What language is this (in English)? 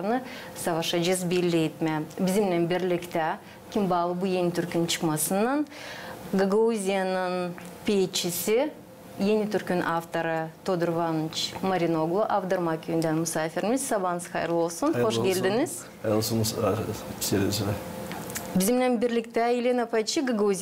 Gagauz